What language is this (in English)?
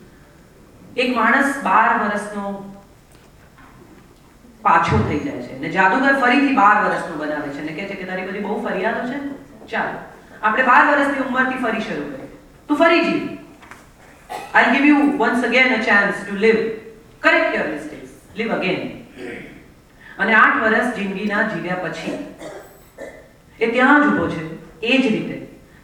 Gujarati